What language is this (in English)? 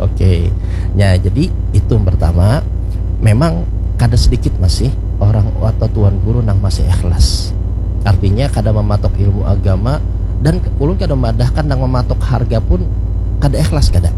Banjar